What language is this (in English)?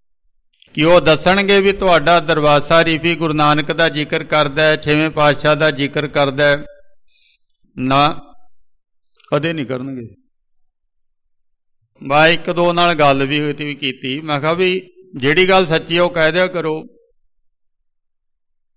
Punjabi